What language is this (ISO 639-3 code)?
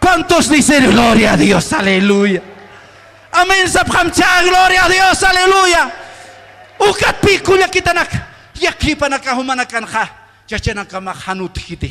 aym